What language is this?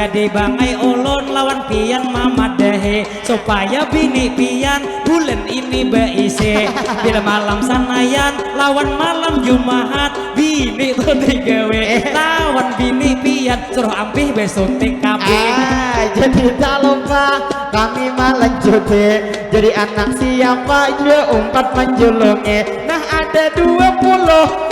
Banjar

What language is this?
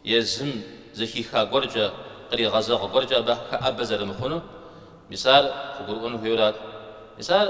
Kabardian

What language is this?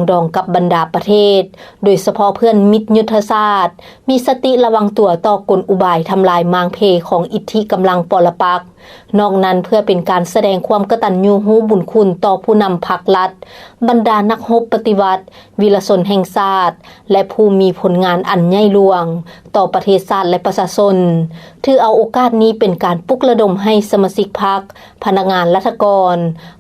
Lao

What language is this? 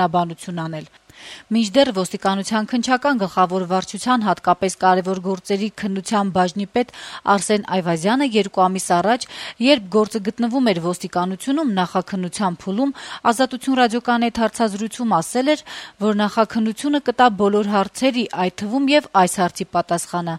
Armenian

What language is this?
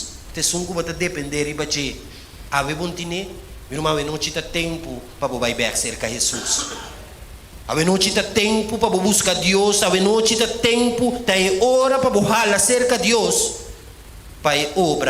Papiamento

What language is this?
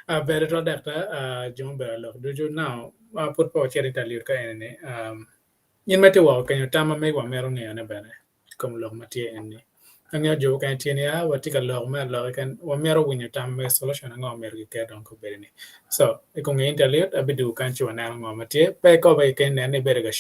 Acoli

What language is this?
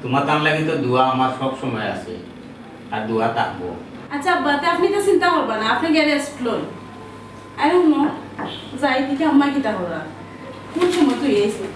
Sylheti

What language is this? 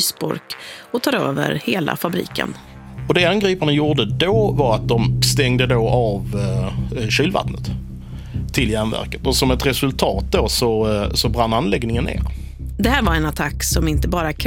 Swedish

